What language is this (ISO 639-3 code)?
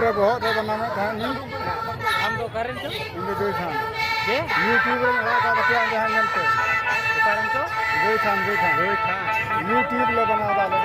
sat